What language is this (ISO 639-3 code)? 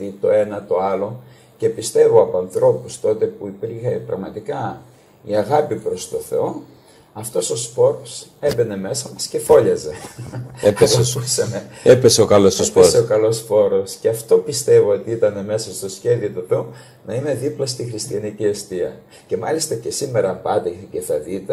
ell